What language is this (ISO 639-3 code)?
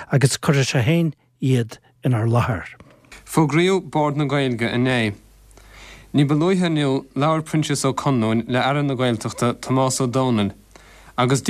gle